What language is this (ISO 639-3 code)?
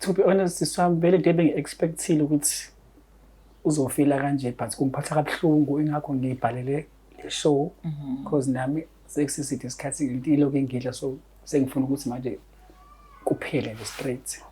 zul